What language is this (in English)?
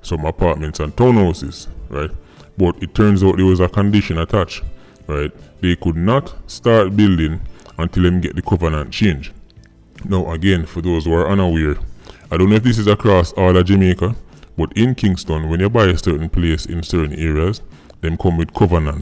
Jamaican Creole English